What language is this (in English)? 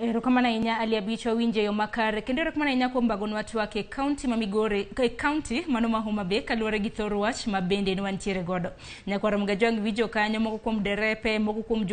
Luo (Kenya and Tanzania)